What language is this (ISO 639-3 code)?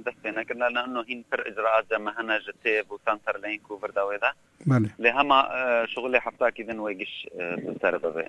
kur